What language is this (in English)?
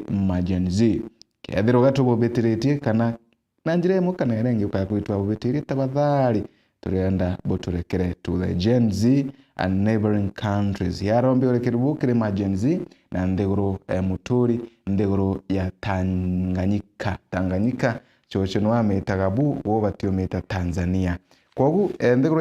Meru